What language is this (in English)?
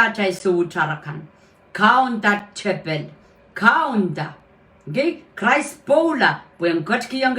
Pohnpeian